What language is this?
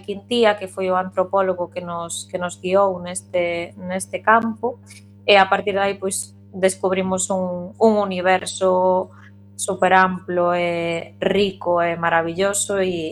Galician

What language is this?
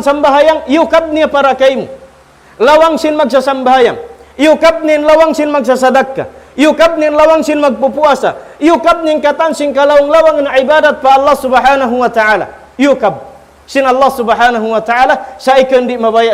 Tausug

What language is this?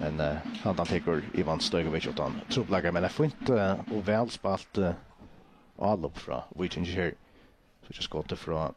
Faroese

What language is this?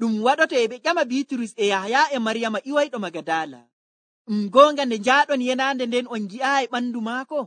Nigerian Fulfulde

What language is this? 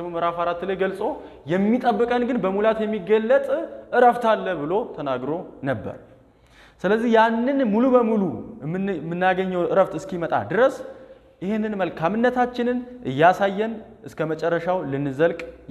Amharic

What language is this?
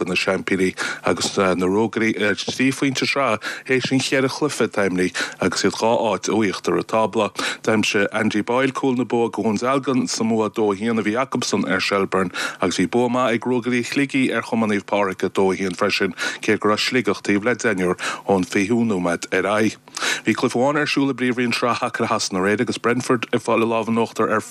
Irish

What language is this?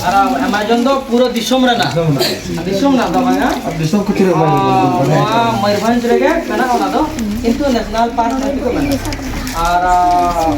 Santali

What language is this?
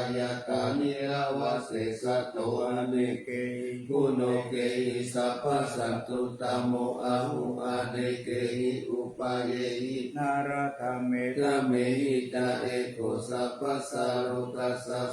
Pali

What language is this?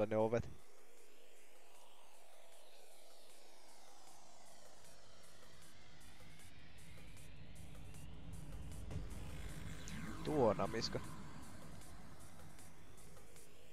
Finnish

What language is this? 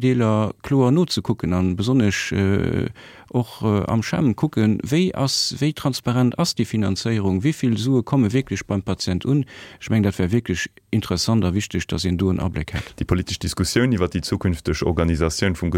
Luxembourgish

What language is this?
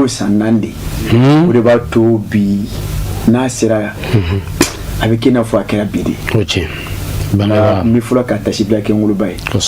Bambara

